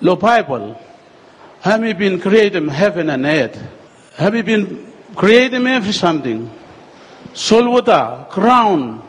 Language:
Bislama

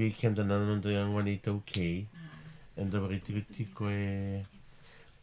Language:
Fijian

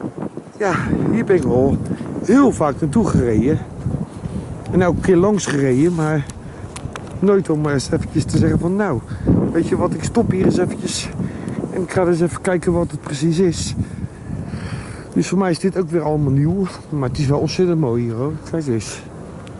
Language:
Dutch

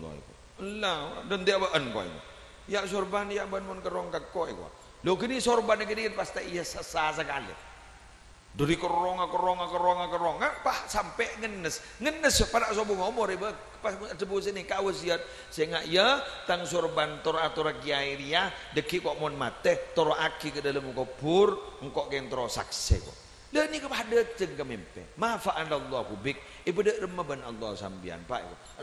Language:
Madurese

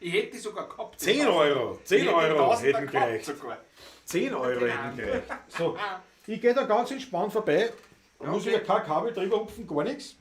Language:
Bavarian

